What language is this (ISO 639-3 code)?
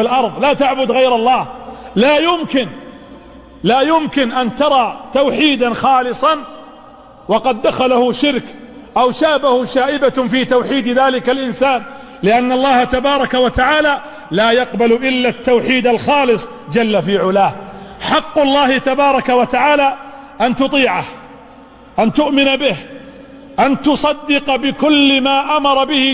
ara